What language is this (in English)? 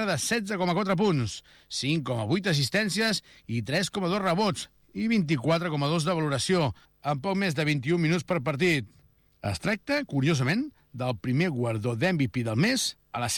Catalan